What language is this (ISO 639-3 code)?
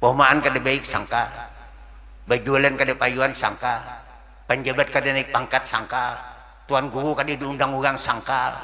bjn